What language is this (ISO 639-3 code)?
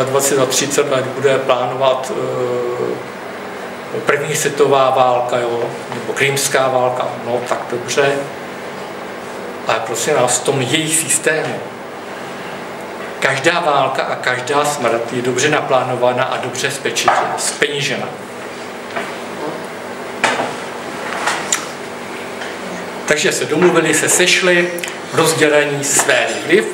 ces